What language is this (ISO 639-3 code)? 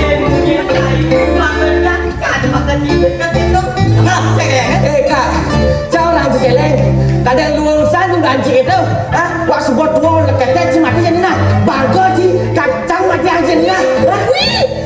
ban